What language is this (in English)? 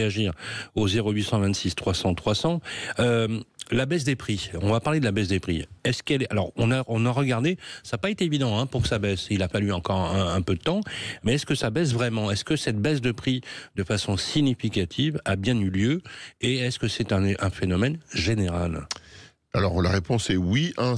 French